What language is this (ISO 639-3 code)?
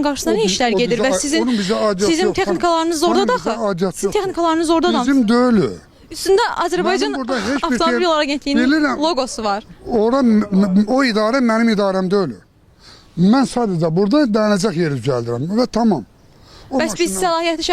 aze